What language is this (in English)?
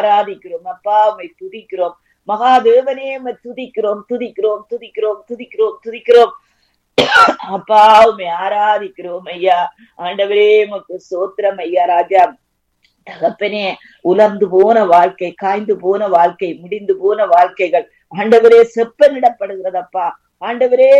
Tamil